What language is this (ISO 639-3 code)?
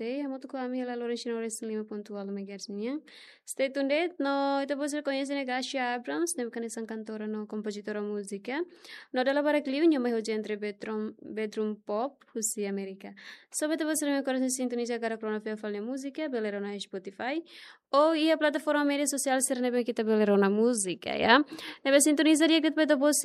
tet